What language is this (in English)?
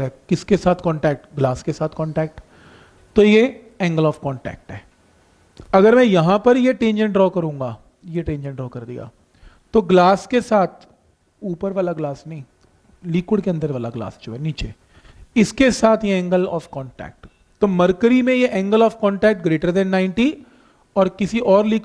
Hindi